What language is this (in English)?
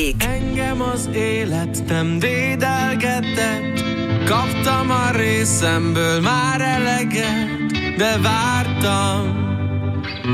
Hungarian